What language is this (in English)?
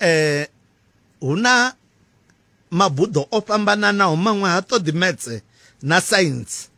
Venda